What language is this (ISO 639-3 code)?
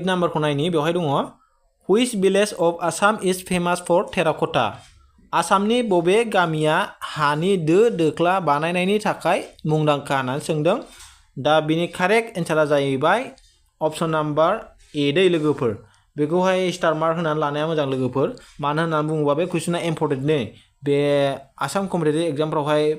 brx